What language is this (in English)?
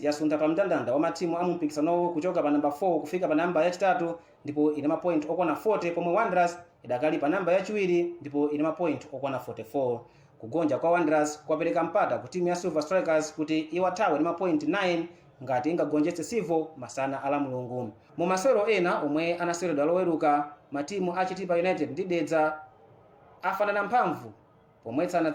Nyanja